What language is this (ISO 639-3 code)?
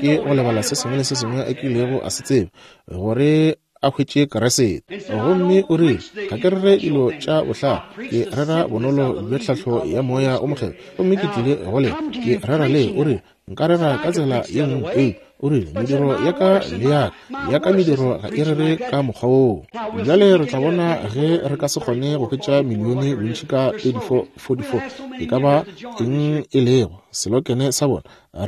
nso